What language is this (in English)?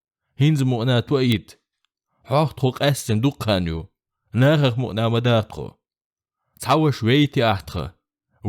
Chechen